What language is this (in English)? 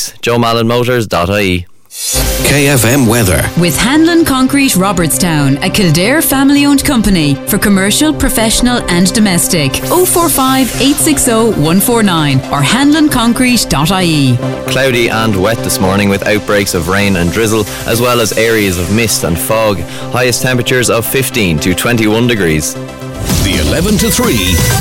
English